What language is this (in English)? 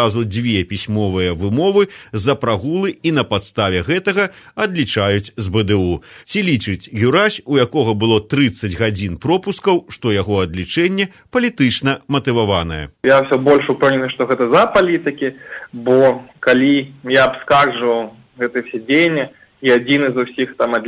Belarusian